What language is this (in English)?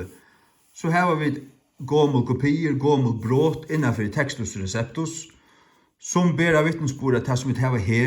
Faroese